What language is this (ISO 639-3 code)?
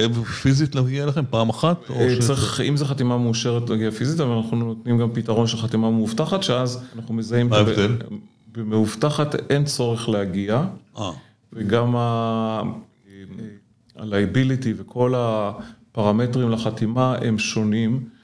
heb